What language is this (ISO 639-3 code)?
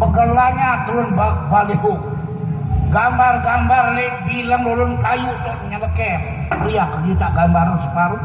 sas